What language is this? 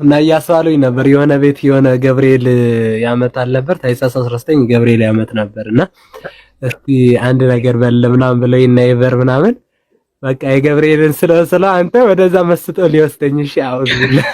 Amharic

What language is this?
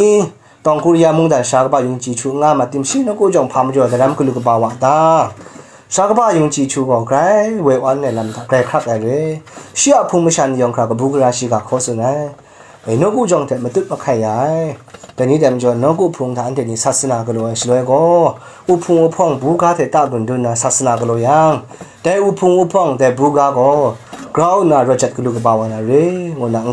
Kachin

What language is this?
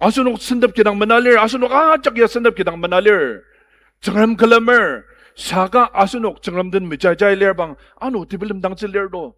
Ao Naga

